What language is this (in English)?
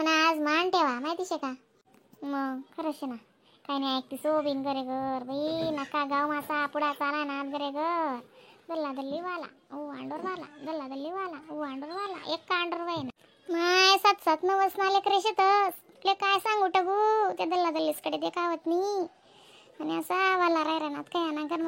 Khandesi